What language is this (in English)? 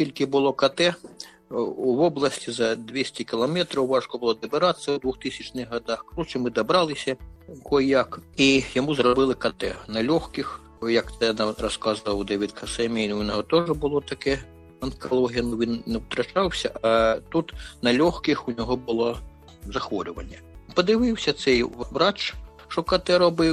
Ukrainian